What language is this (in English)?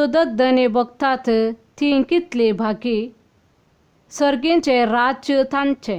Konkani